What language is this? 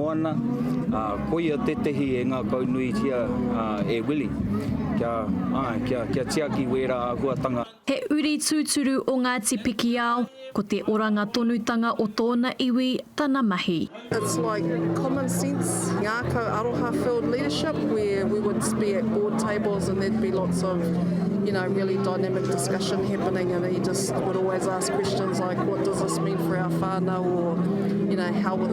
Māori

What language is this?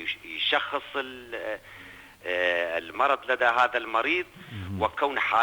North Levantine Arabic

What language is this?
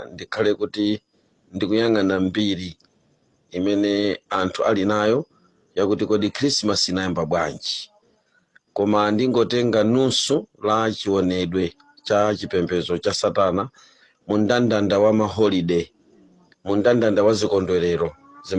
Nyanja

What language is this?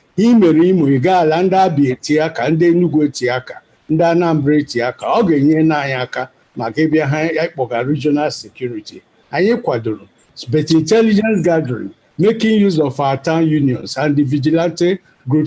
Igbo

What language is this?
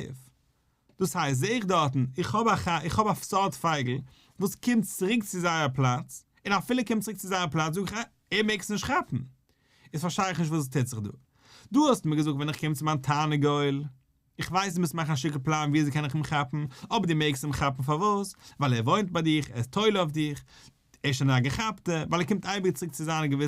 Yiddish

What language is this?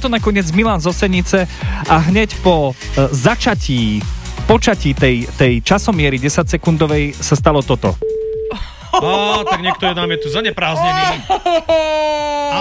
Slovak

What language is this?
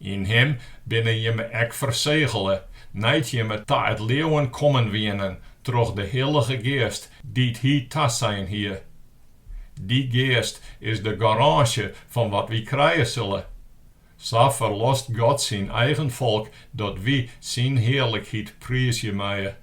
Western Frisian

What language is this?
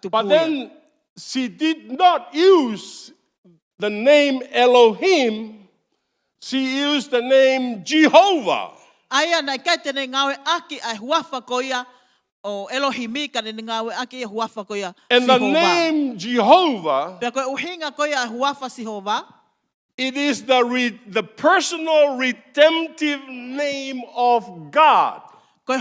Tongan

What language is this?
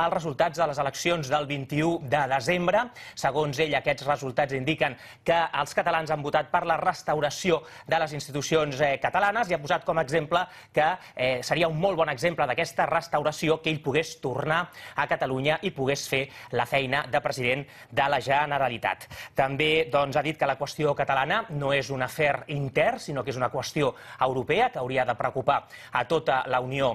Catalan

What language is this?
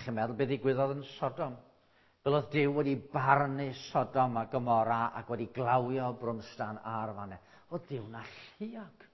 Welsh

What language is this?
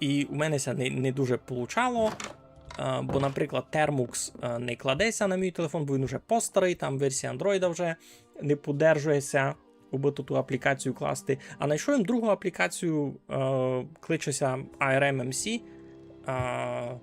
Rusyn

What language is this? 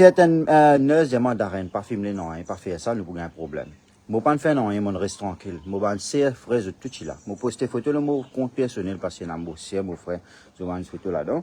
Morisyen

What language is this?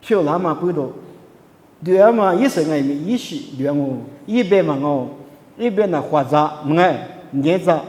Lisu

